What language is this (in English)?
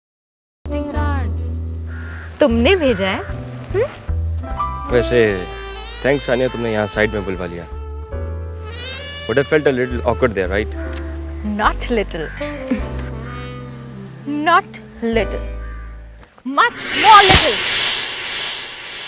Hindi